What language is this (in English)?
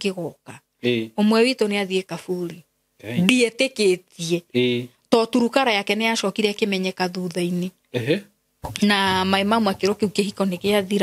Kikuyu